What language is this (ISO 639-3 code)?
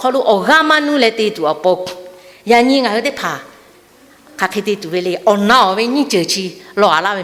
lhu